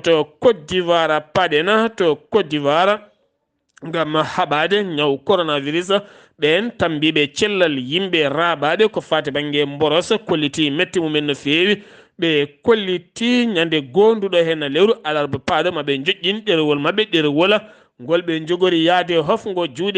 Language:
Fula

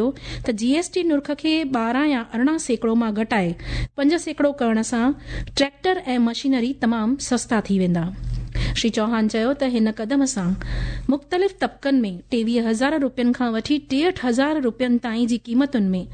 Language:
Sindhi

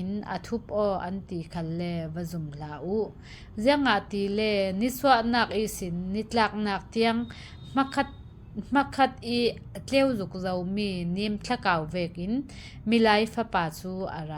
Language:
Falam Chin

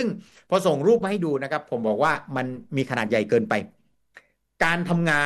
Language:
Thai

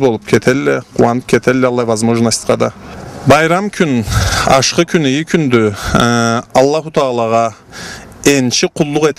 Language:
Karachay-Balkar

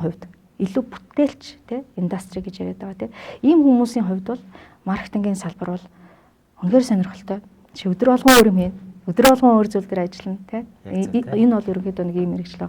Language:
Mongolian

